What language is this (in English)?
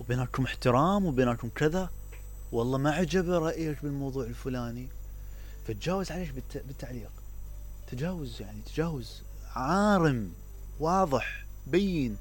Mesopotamian Arabic